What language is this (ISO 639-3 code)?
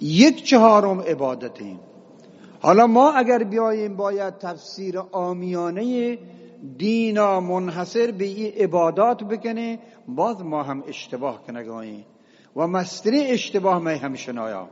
bgp